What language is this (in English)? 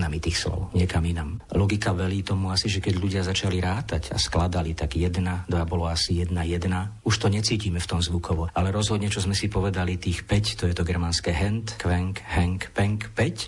Slovak